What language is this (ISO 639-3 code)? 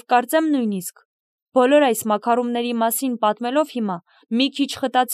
hye